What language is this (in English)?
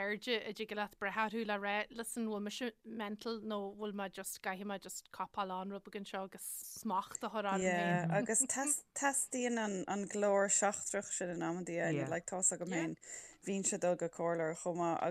Irish